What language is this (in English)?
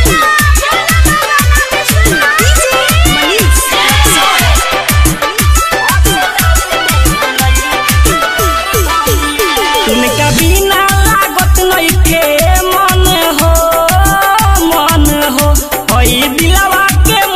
Bhojpuri